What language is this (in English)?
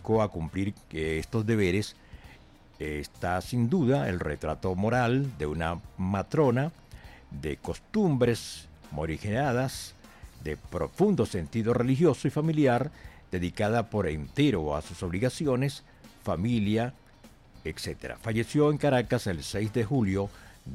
Spanish